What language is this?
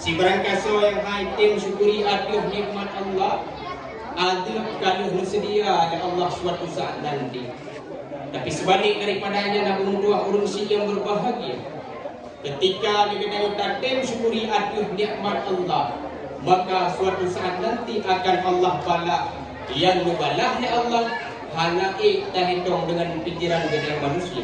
Achinese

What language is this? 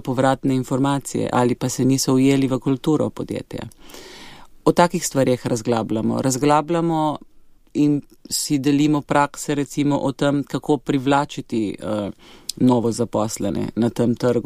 Slovenian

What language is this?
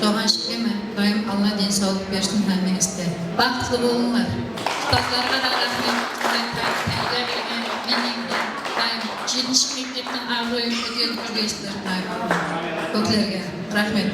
Kara-Kalpak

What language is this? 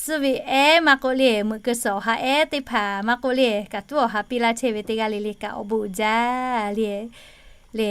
Lahu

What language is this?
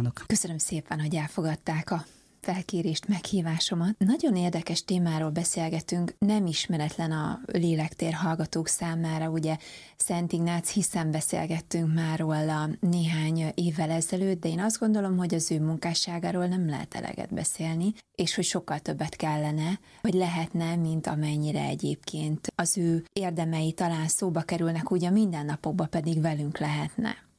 Hungarian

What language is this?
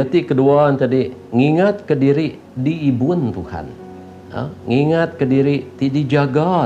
Iban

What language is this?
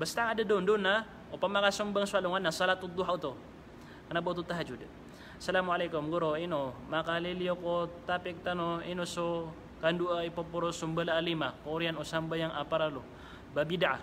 Maranao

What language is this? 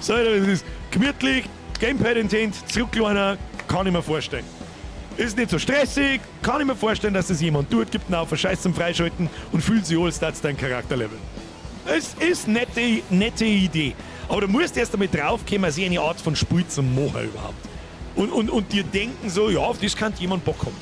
Bavarian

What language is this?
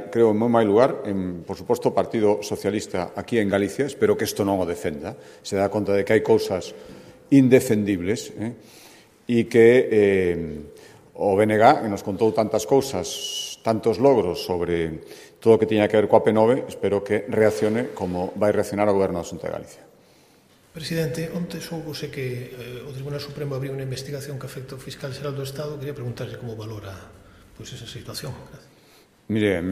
Galician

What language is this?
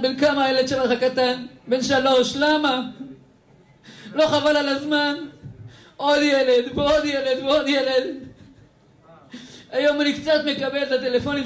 Hebrew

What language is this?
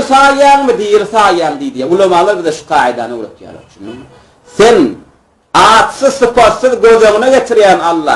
Turkmen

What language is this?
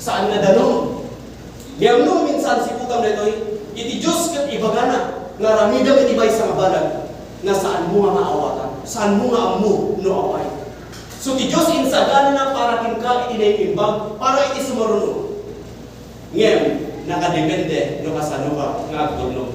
Iloko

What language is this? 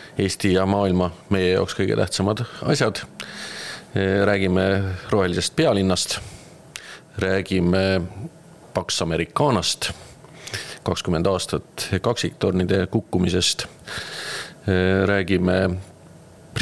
Estonian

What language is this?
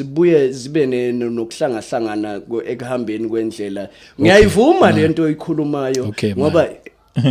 Zulu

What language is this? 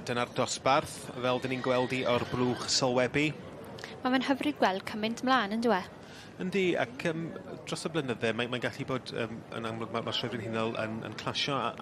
Welsh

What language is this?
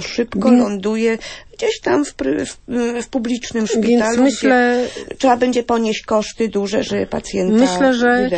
Polish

